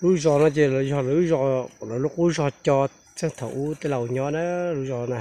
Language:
Hmong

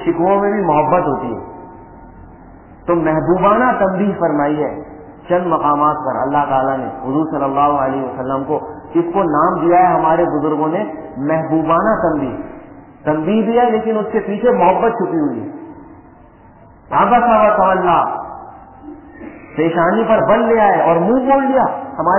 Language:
Urdu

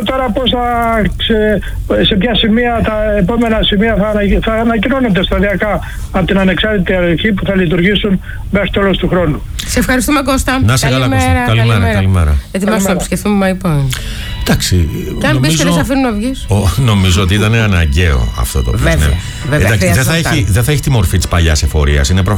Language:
Greek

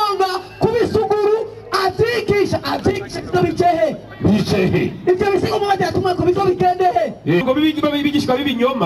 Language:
Rundi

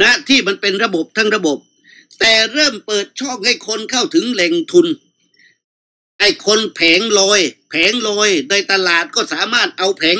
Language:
Thai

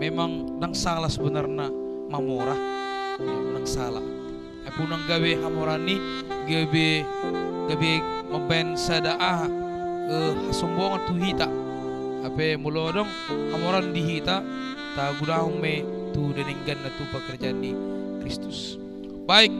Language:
Batak Toba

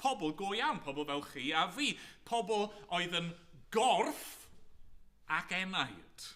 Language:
Welsh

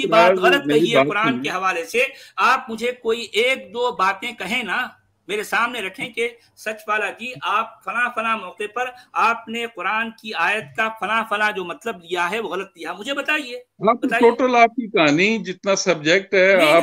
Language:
Urdu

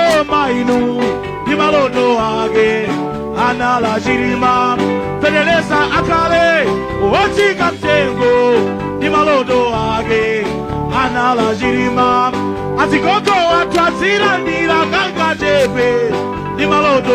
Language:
Nyanja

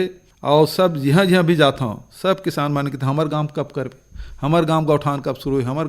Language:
Chhattisgarhi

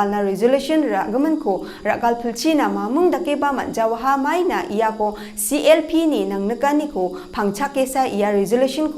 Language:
Garo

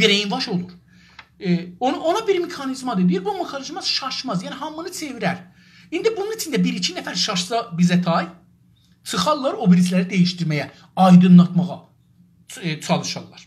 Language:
South Azerbaijani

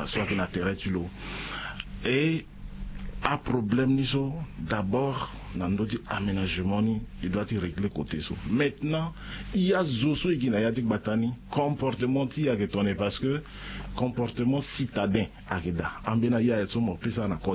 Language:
Sango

